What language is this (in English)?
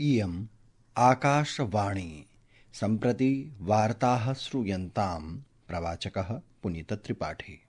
Sanskrit